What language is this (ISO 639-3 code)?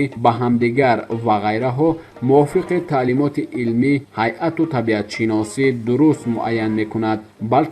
tgk